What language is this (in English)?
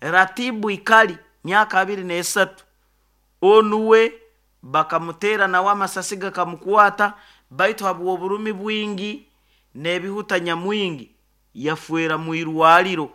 Nyoro